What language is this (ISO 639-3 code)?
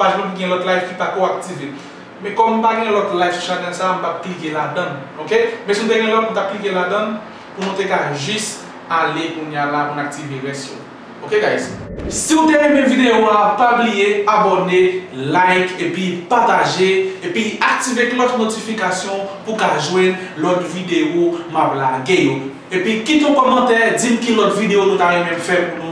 hat